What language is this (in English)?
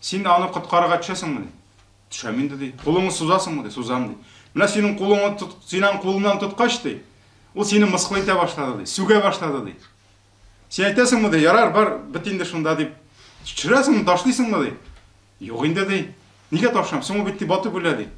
Tatar